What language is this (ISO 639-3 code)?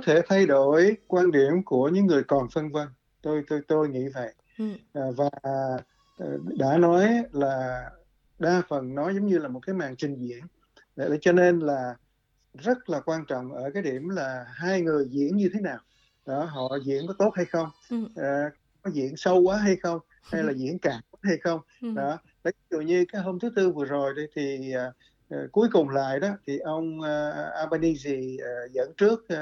vie